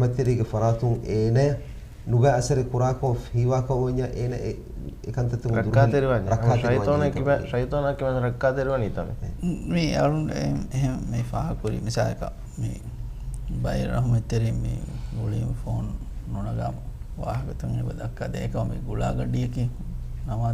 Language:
Divehi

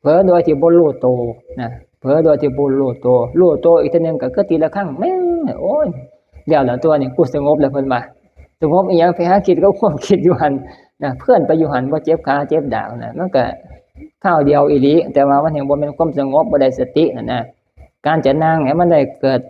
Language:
Northeastern Thai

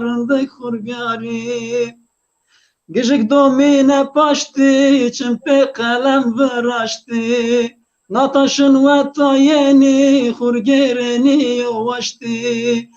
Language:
Zaza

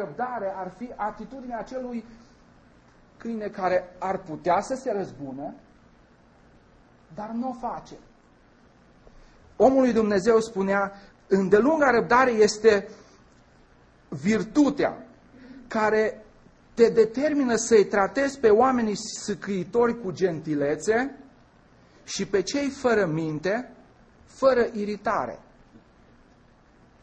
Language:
Romanian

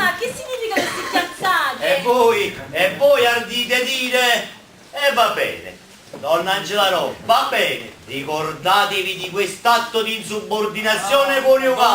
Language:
Neapolitan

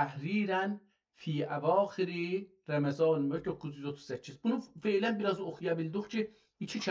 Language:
South Azerbaijani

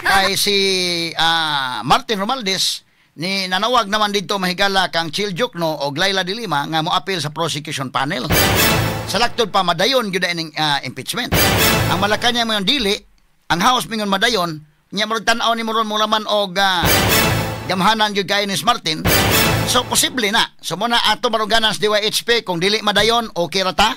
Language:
Cebuano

